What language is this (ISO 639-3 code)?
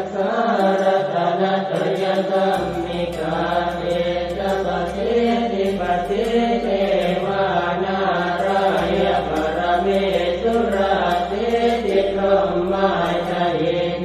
pli